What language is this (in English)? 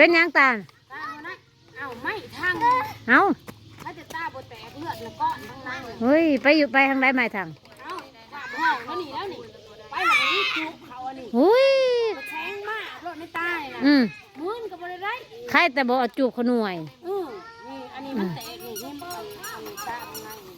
Northeastern Thai